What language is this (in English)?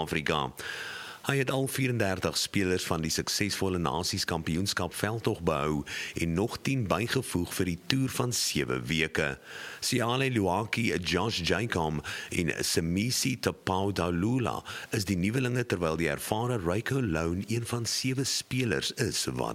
Afrikaans